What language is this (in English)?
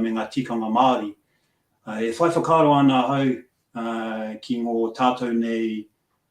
Māori